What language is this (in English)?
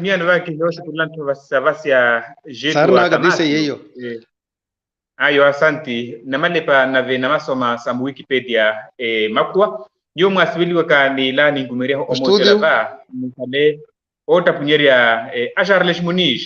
Makhuwa